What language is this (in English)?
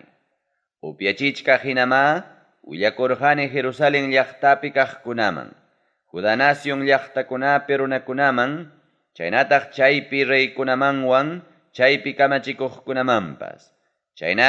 Ayacucho Quechua